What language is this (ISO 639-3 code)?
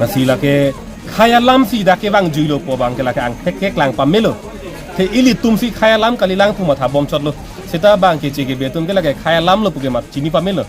mjw